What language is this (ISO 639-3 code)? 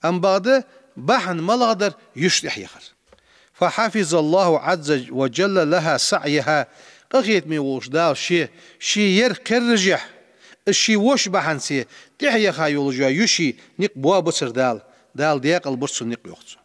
inh